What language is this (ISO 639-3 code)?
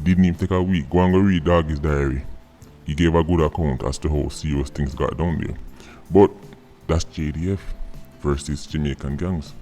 jam